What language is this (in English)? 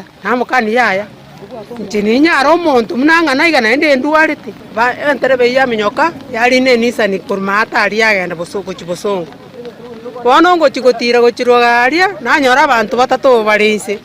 Gusii